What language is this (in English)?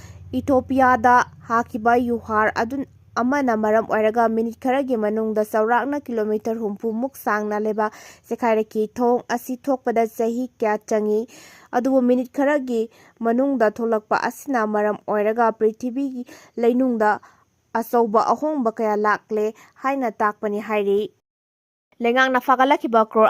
Manipuri